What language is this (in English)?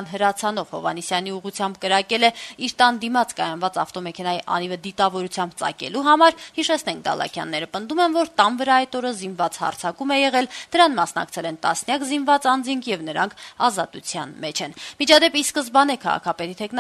Armenian